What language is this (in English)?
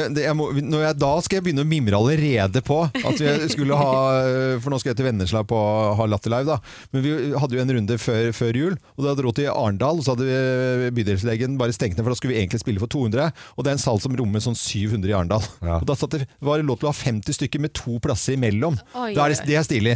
Norwegian